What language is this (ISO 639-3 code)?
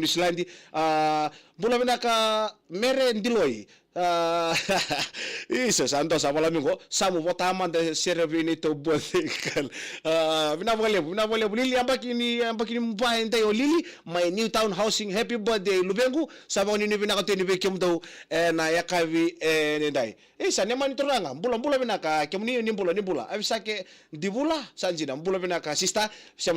fij